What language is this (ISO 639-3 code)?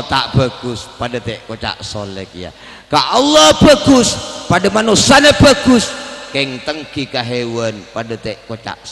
mad